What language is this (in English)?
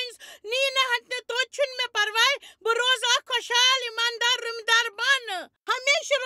Kashmiri